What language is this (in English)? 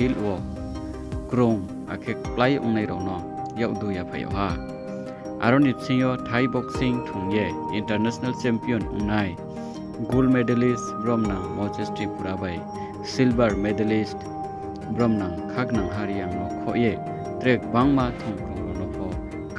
Riang (India)